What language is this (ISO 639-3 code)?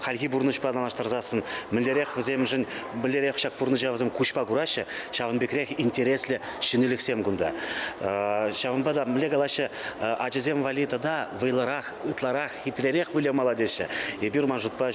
chv